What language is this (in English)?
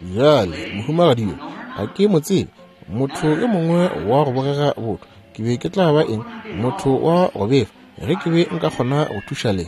Northern Sotho